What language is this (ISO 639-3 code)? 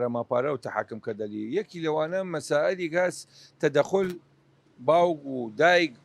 sdh